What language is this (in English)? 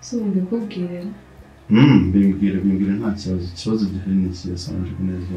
Kinyarwanda